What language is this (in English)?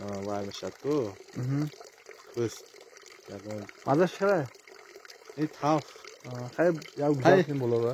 Tajik